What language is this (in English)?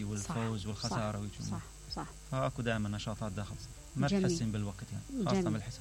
Mesopotamian Arabic